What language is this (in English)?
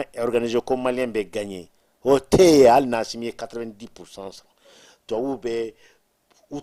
Bambara